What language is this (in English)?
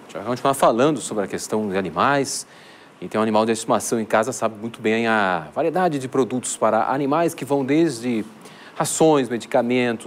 Portuguese